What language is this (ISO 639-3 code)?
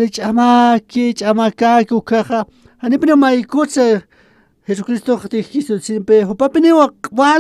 aym